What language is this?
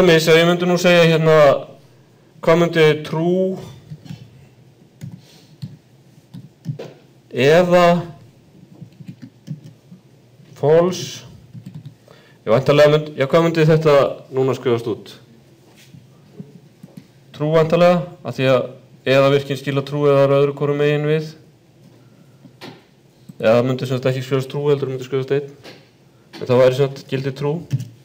Icelandic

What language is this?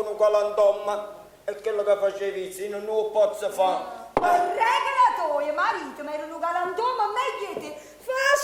Neapolitan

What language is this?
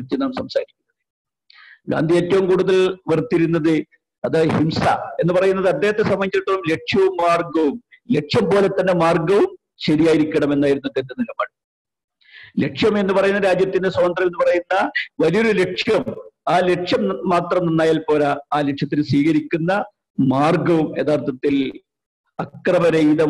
Malayalam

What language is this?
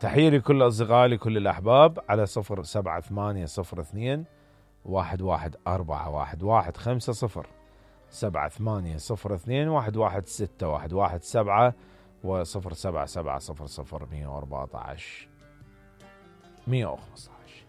Mesopotamian Arabic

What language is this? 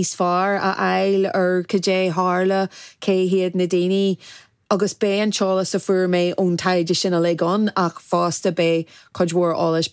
Irish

